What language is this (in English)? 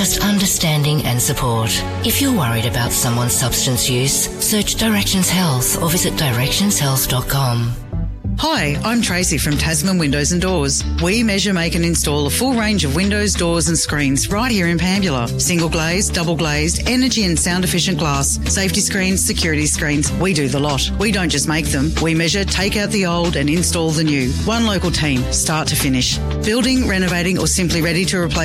English